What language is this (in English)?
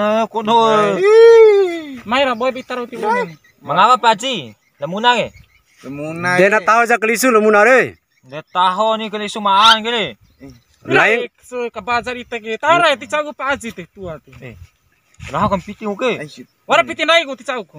Bima